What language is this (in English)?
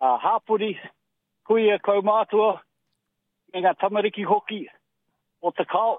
Māori